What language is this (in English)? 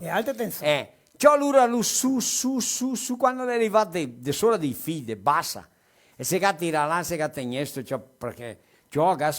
Venetian